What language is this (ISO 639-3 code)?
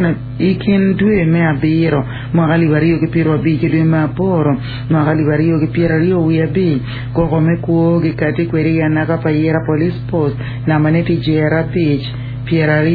ach